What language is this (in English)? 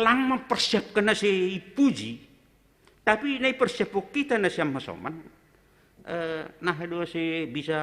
Batak Simalungun